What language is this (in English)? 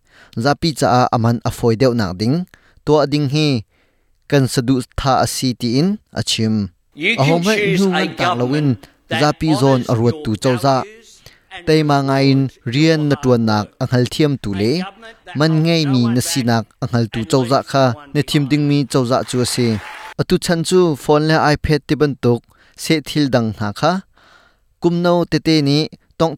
Hakha Chin